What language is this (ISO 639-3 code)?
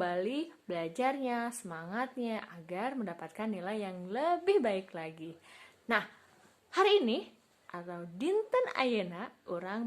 sun